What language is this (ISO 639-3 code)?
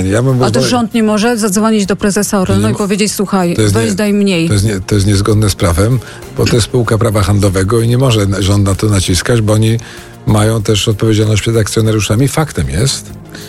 pol